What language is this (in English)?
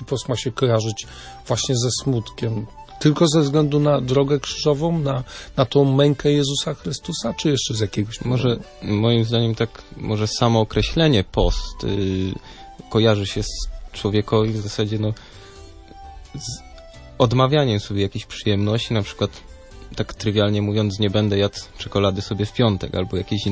Polish